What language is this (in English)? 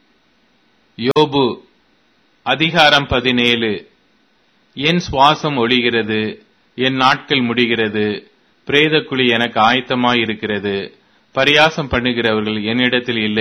Tamil